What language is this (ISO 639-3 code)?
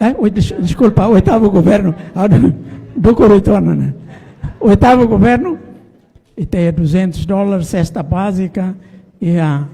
tet